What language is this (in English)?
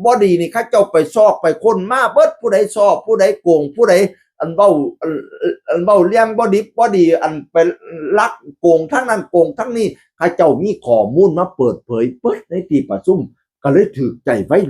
Northeastern Thai